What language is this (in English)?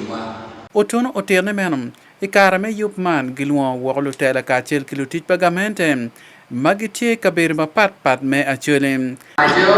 Acoli